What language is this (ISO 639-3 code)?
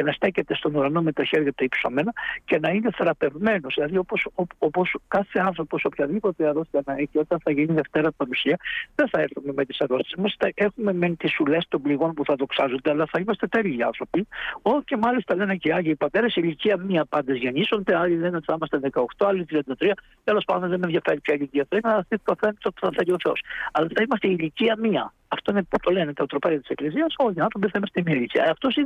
ell